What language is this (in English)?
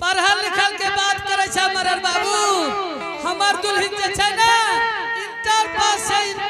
Angika